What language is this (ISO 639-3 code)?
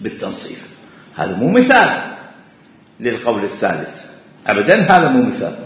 acm